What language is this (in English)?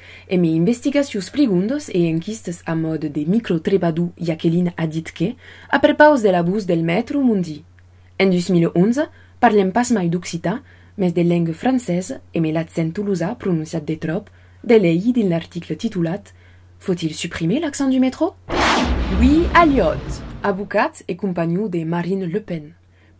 Occitan